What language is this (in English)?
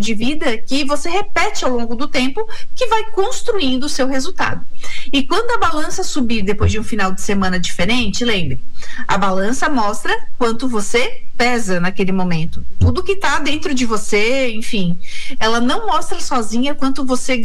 Portuguese